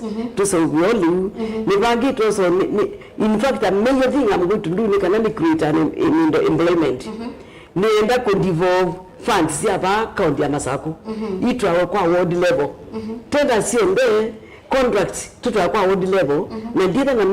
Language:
Kamba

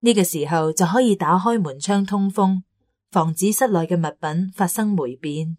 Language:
Cantonese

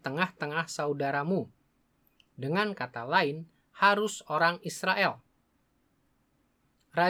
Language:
Indonesian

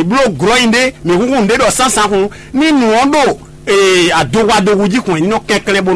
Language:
Fon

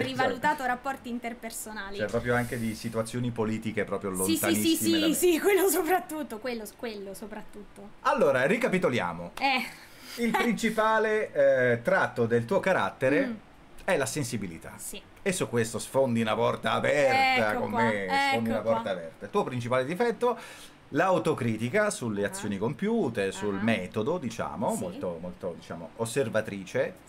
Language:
Italian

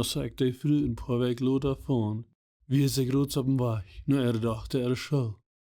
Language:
Plautdietsch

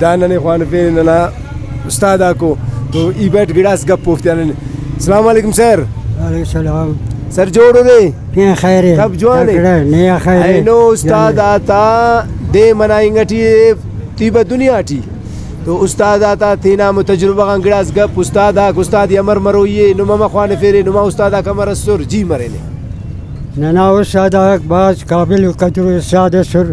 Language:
Brahui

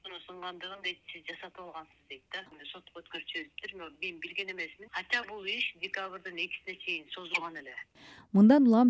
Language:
Kyrgyz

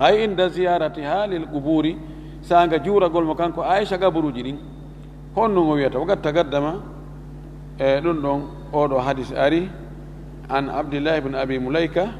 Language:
Fula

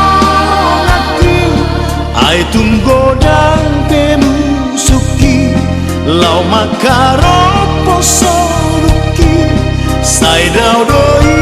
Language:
Batak Toba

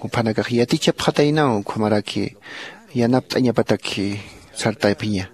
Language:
Aymara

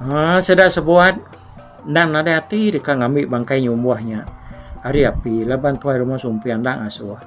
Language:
Iban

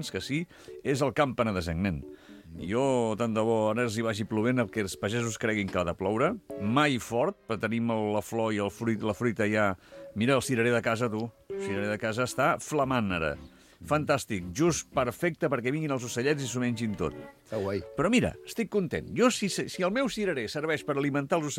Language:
Catalan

